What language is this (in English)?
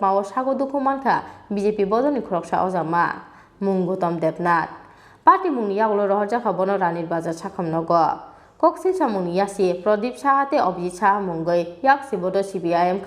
Kok Borok